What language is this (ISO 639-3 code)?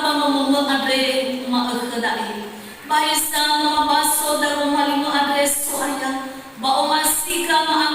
nia